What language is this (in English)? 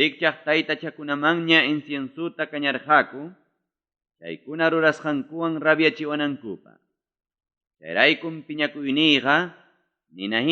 Ayacucho Quechua